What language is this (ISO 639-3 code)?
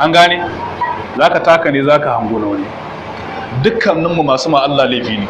hau